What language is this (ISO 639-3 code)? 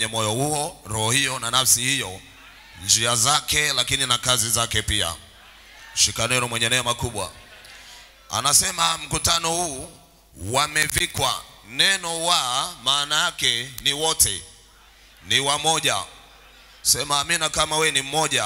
swa